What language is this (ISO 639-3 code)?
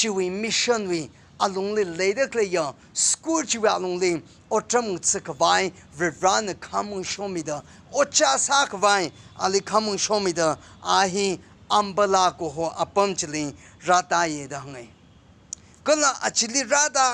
nmf